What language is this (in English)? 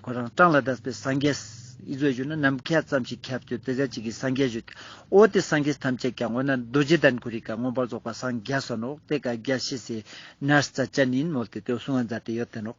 Ladakhi